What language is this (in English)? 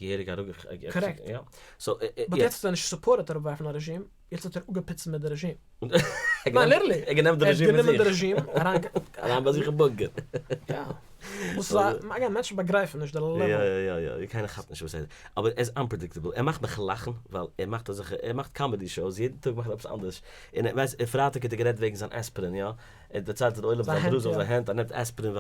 Yiddish